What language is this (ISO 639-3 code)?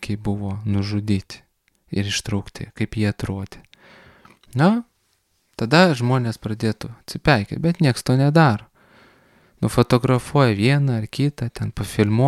lit